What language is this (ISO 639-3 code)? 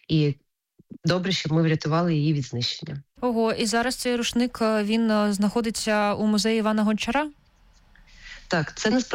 ukr